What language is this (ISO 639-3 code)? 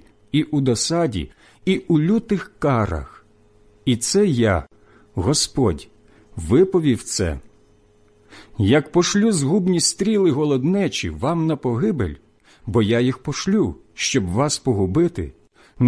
ukr